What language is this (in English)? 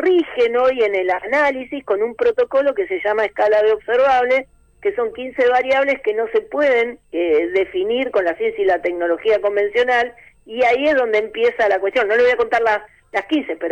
Spanish